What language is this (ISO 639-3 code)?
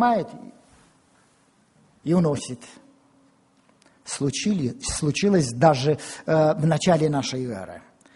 rus